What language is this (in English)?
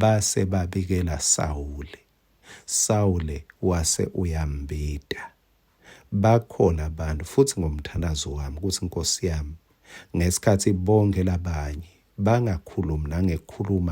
Swati